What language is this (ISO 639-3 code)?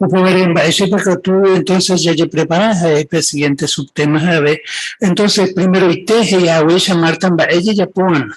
grn